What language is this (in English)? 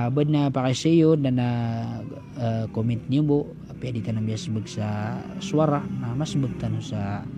Maranao